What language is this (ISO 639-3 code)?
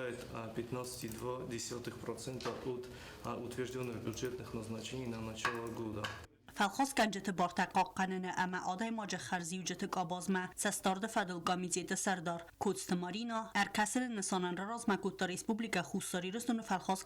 oss